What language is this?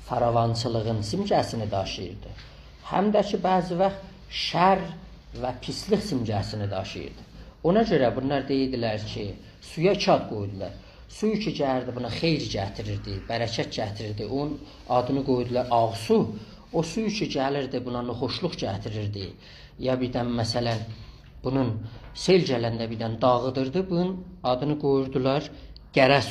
South Azerbaijani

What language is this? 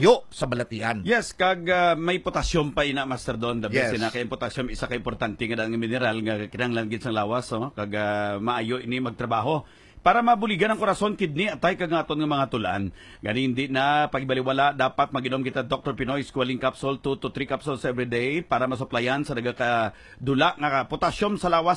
Hiligaynon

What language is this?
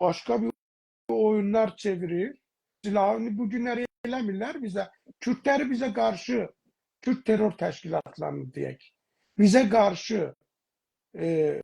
South Azerbaijani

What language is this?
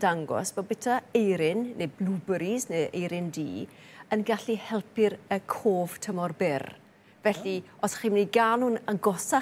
Welsh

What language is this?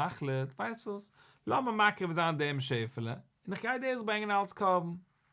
Yiddish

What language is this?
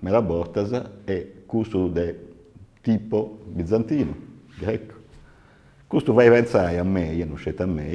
Sardinian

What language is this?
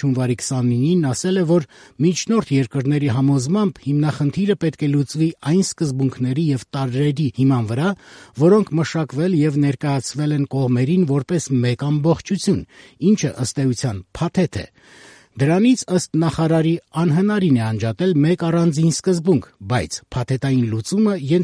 Armenian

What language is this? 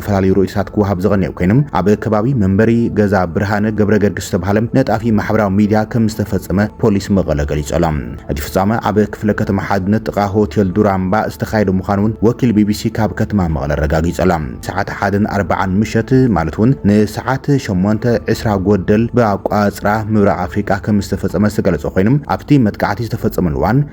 Tigrinya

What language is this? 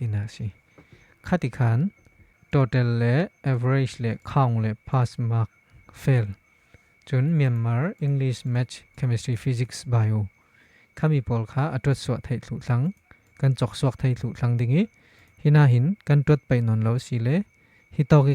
Falam Chin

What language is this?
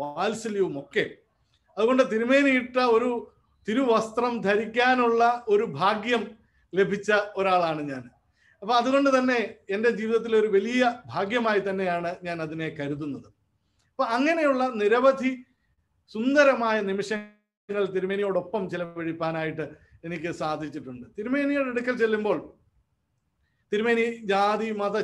Malayalam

